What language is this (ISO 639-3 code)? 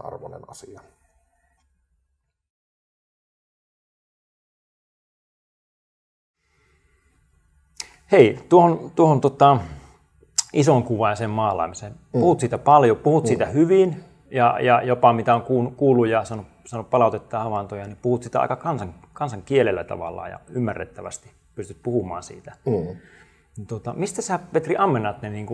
fin